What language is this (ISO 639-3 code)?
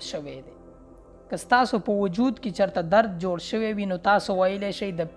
pus